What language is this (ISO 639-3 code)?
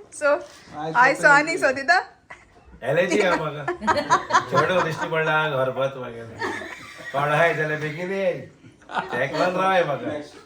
kok